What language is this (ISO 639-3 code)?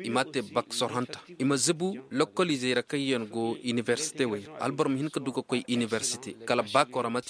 ses